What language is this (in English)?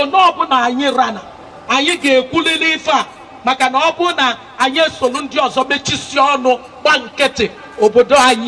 Igbo